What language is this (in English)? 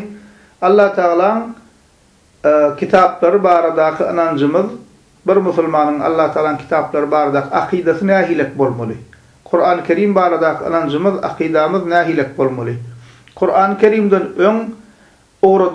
Turkmen